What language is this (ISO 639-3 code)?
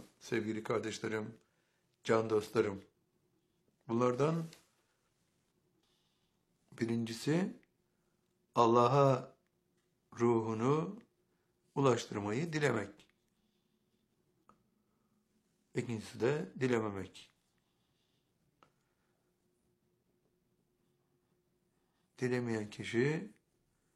tur